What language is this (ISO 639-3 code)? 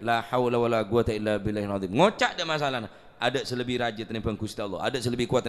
mad